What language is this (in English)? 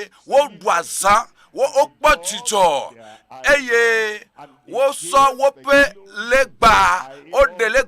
Ewe